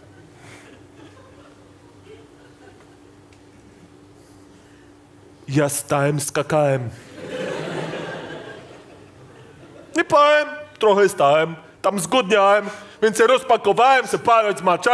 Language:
Polish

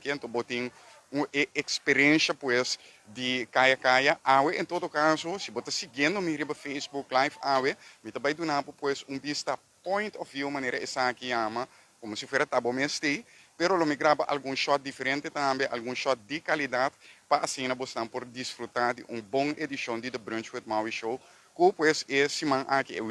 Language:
Papiamento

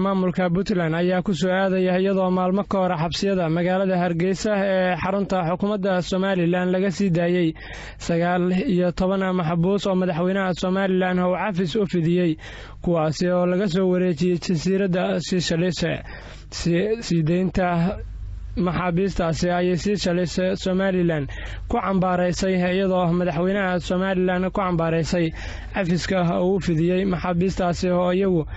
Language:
Somali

